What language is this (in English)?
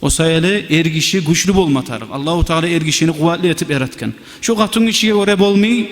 Kumyk